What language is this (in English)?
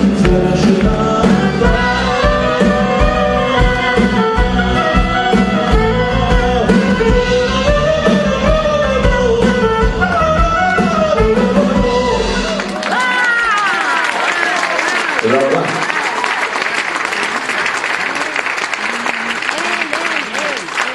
Hebrew